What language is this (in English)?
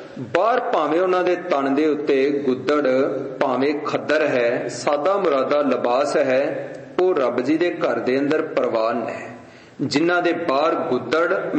Punjabi